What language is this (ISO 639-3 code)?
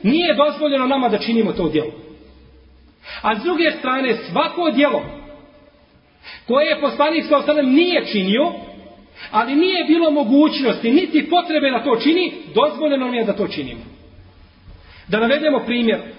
bos